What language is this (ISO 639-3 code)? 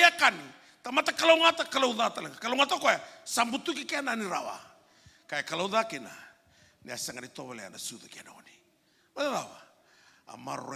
fij